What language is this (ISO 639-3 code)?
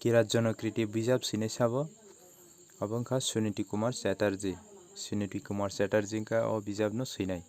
trp